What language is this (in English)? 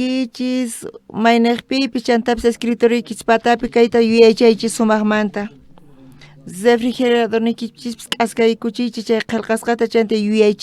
South Bolivian Quechua